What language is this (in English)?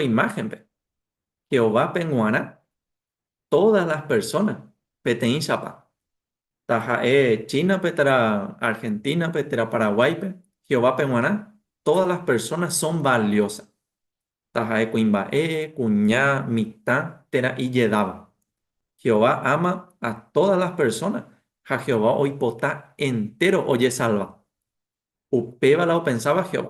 Guarani